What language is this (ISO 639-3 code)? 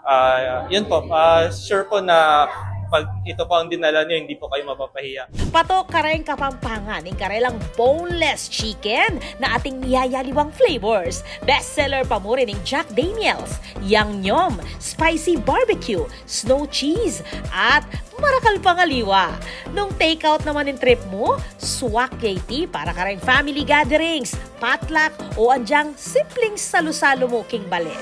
pam